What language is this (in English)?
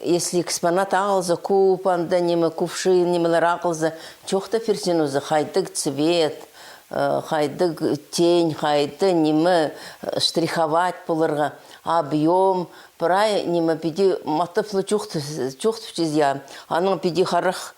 Khakas